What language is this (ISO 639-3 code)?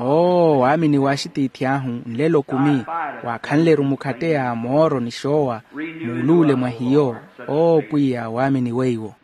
vmw